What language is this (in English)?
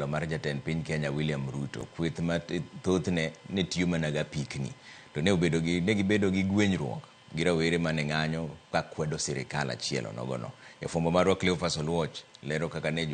Luo (Kenya and Tanzania)